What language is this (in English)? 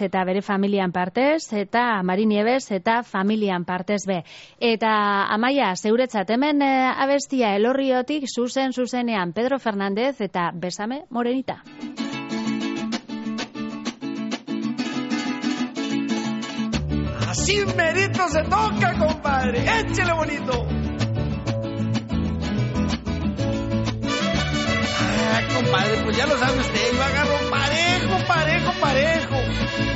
Basque